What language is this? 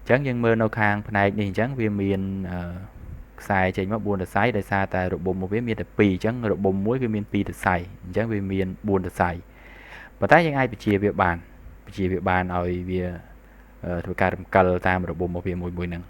Khmer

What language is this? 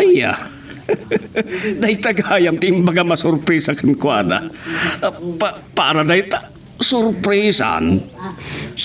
Iloko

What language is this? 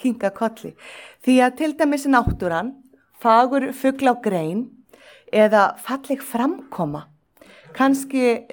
Icelandic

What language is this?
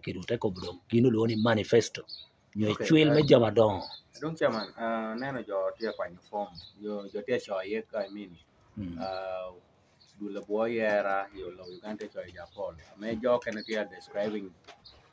Lango (Uganda)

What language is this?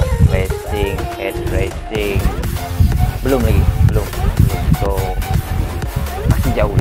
Malay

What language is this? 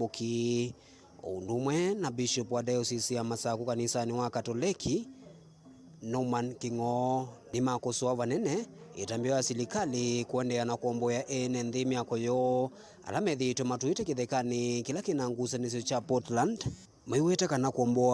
Kamba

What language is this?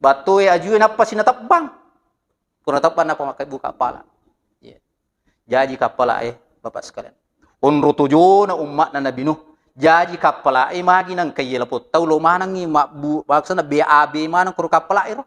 Buginese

